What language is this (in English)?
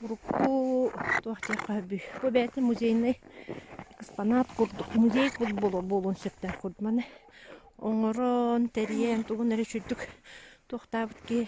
Yakut